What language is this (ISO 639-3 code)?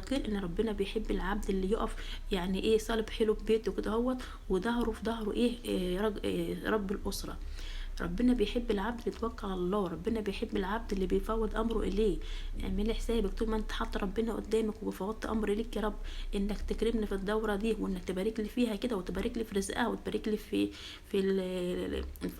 arz